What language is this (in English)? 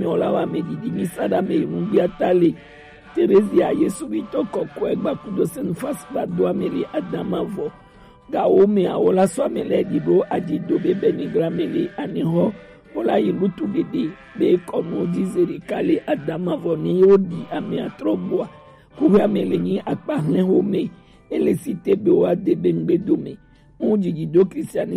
Gen